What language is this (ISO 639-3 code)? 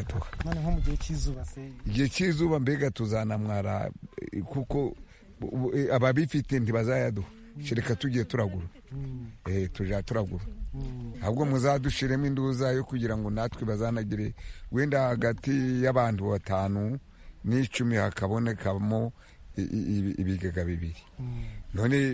kin